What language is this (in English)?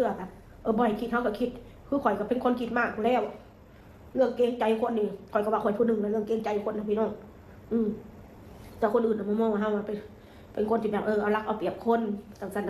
Northeastern Thai